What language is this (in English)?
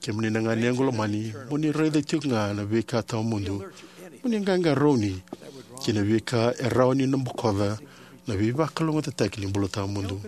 Fijian